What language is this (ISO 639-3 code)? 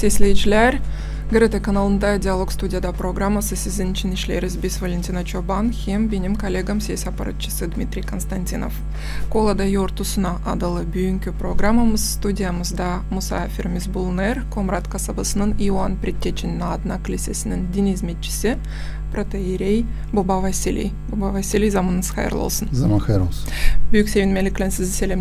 gag